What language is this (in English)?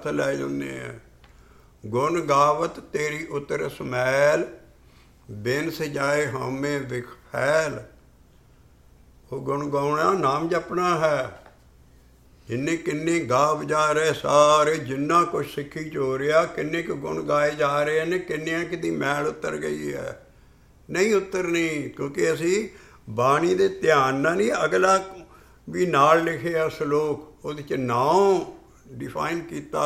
Punjabi